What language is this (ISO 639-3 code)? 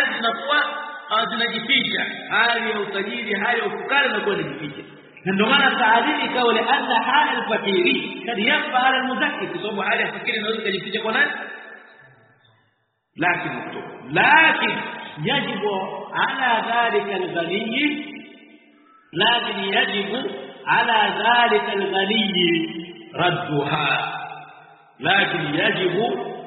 swa